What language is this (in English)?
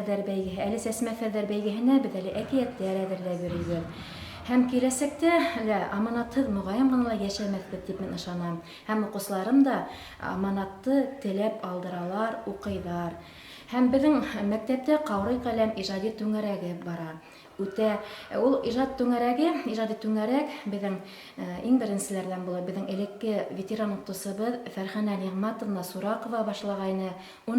Bashkir